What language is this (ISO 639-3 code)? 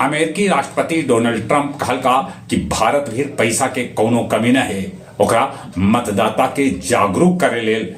mag